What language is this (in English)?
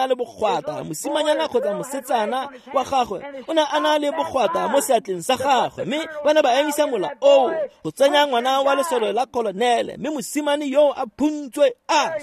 Tswana